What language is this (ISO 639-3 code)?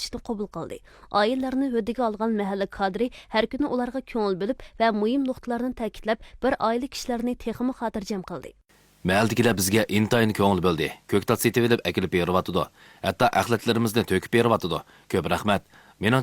uig